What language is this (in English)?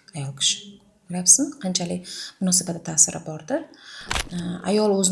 Uzbek